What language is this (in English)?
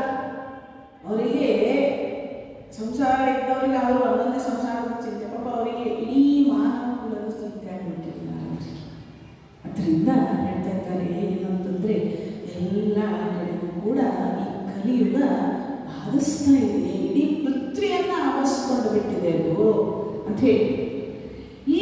Kannada